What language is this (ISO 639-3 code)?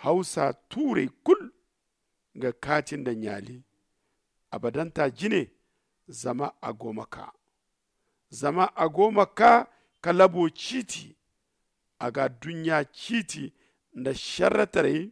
dje